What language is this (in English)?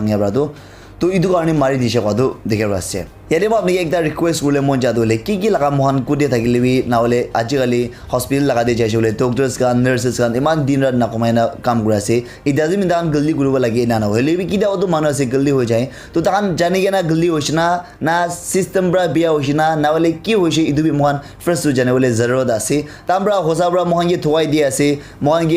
Naga Pidgin